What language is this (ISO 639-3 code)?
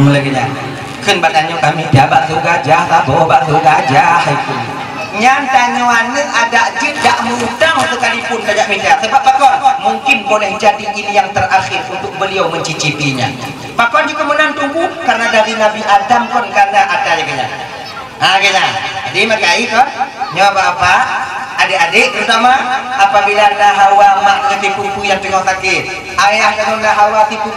ace